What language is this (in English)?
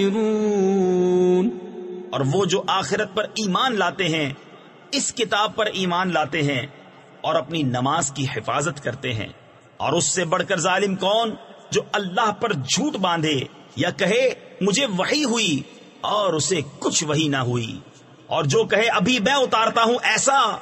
Urdu